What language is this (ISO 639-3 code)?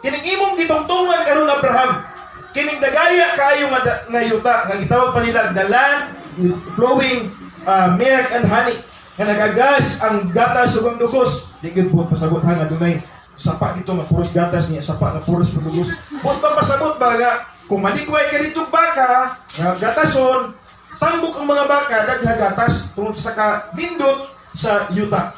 ceb